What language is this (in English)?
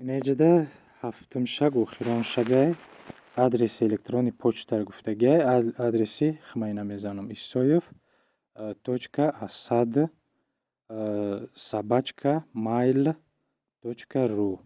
Tajik